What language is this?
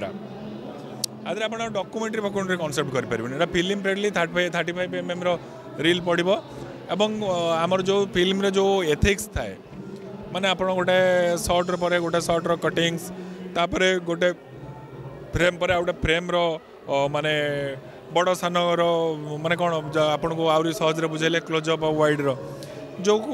Odia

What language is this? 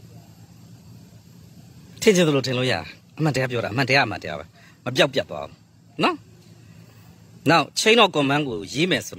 Burmese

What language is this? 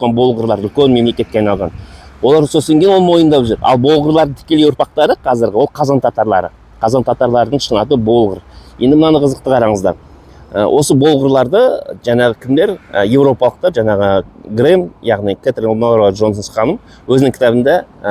Kazakh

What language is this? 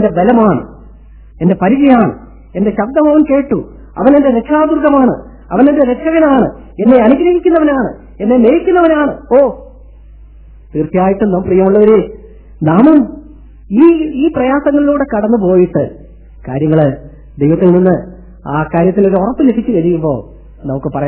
Malayalam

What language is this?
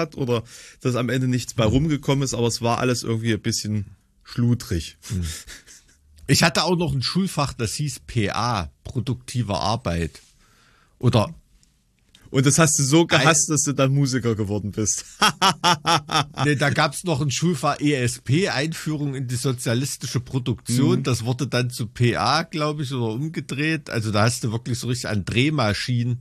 German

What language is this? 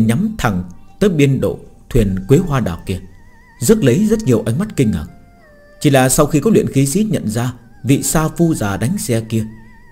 Vietnamese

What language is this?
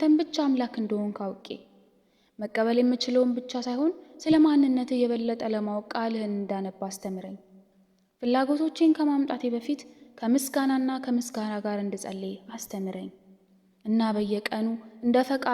Amharic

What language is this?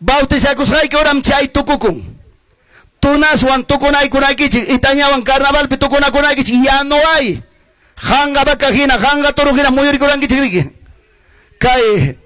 Ayacucho Quechua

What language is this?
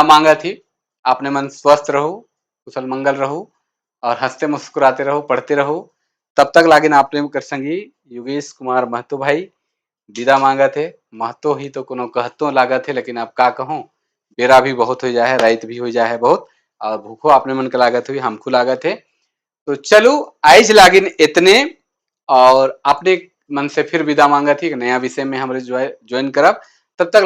Sadri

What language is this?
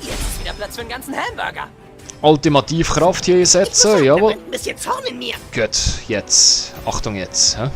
Swiss German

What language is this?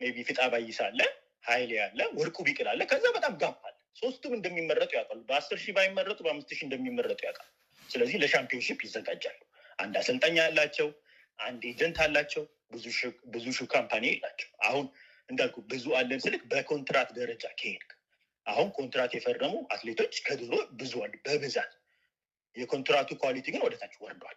Amharic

